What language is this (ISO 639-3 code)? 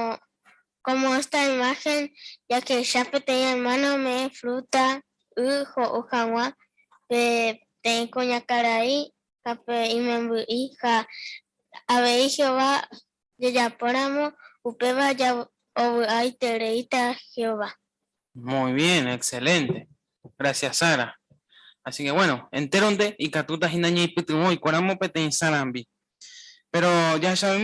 grn